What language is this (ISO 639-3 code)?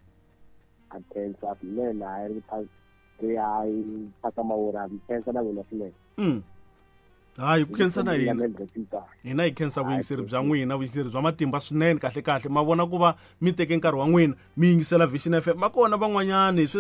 tso